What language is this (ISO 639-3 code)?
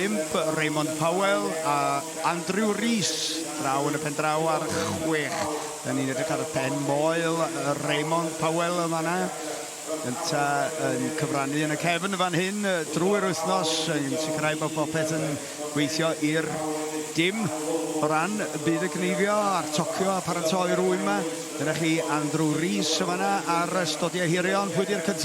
cym